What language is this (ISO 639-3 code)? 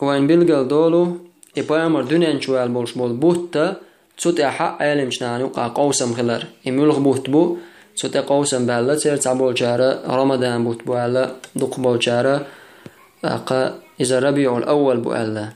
che